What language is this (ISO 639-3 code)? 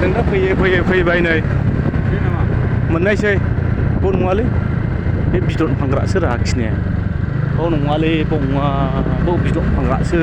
brx